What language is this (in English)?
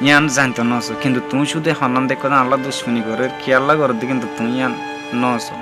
Rohingya